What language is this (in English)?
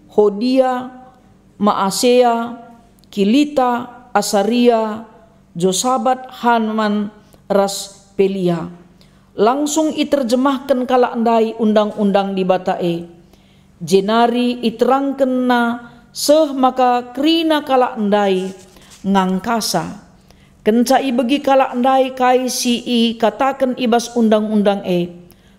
Batak Karo